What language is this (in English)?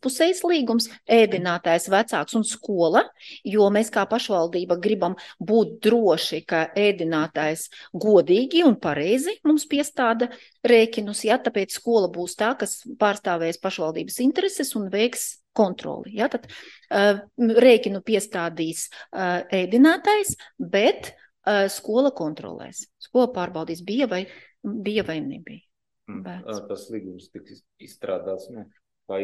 Latvian